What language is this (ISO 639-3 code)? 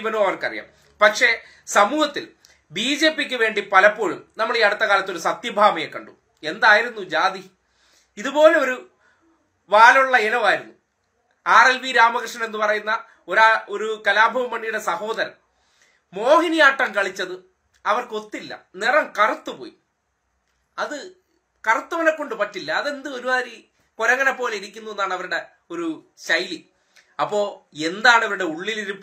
mal